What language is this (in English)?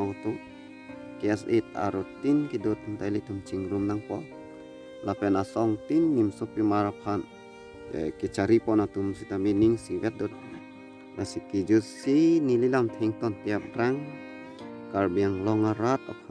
Karbi